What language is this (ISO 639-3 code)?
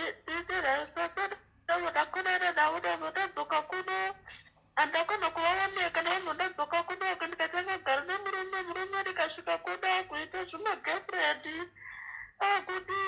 sna